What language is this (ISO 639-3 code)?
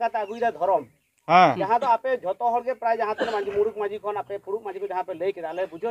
sat